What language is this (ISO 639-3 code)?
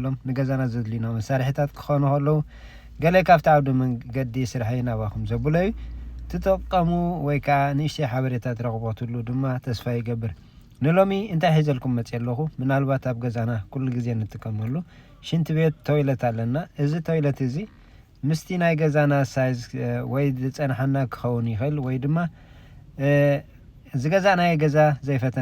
tir